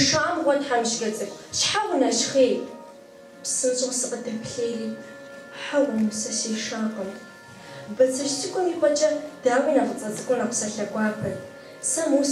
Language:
Kabardian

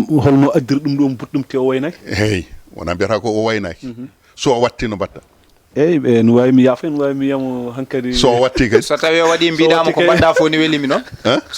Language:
Fula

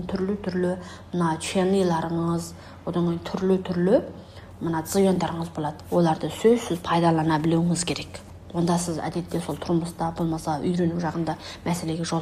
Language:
Kazakh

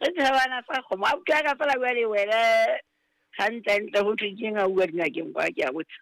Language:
Southern Sotho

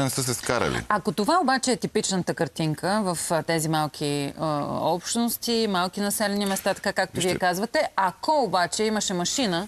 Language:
Bulgarian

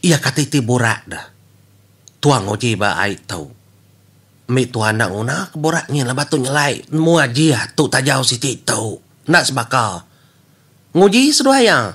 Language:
Iban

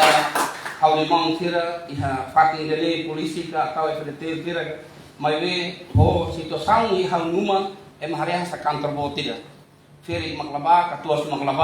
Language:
Tetum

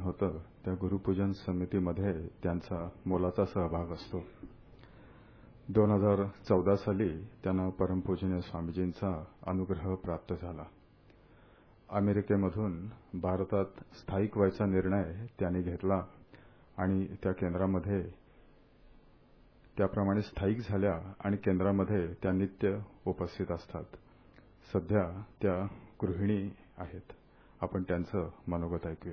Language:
Marathi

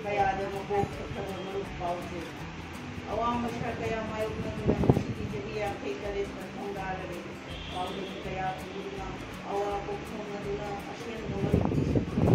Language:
Manipuri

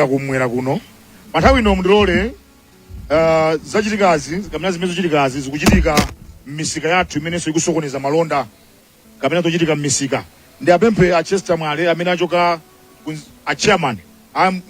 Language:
Nyanja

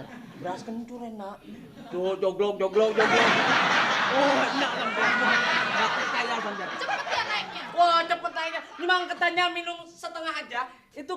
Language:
Betawi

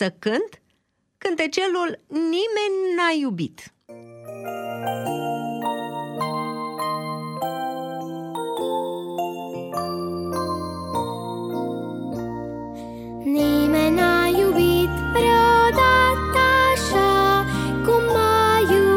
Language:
Romanian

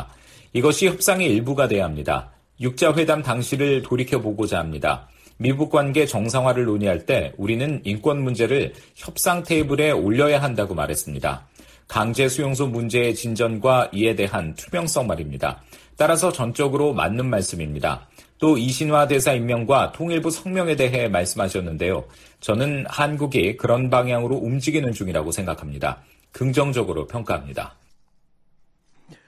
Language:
Korean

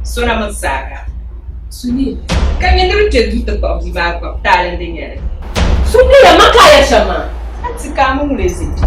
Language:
Dagbani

